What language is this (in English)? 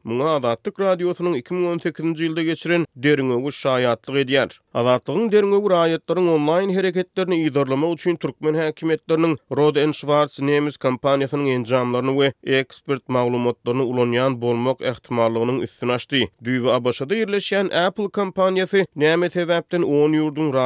Turkmen